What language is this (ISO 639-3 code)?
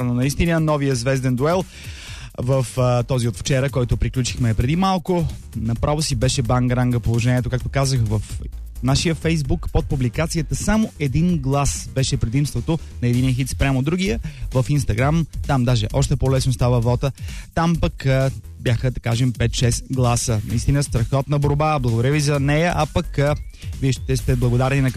bul